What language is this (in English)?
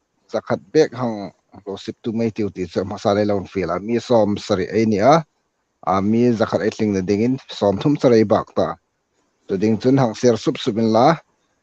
Hmar